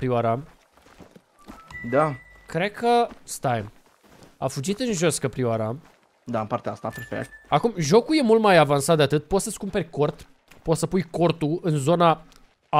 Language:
Romanian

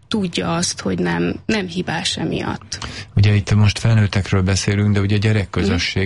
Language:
Hungarian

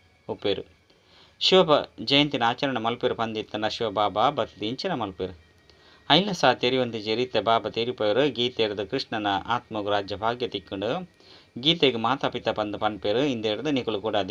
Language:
Tulu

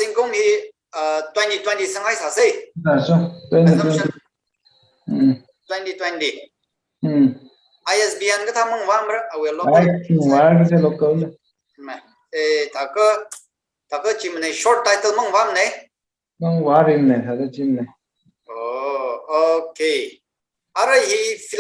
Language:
Tangkhul Naga (India)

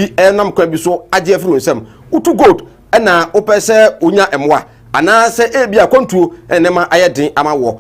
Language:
Akan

